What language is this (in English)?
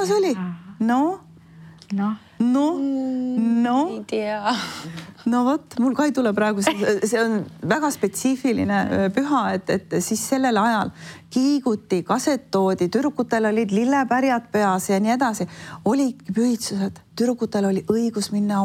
Estonian